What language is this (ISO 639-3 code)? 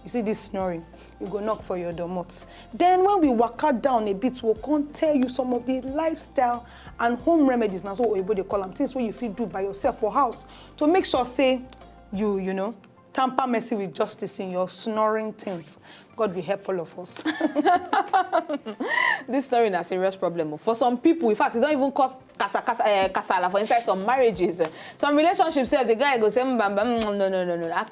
pcm